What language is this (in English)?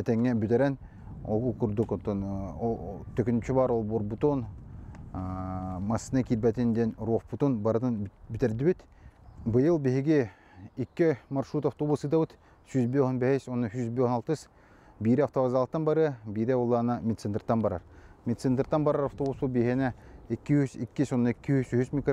Yakut